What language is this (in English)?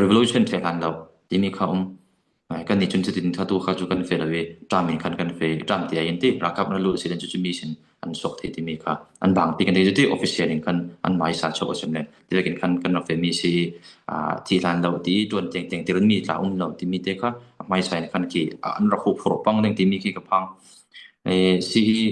Falam Chin